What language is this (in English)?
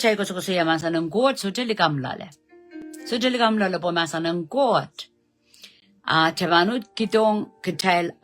Pohnpeian